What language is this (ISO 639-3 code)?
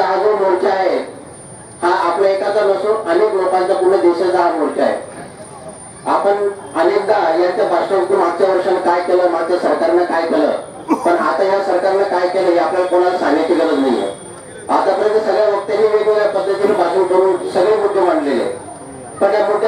mar